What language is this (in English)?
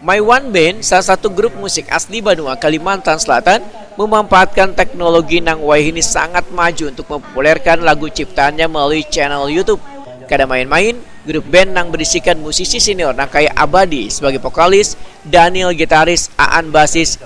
Banjar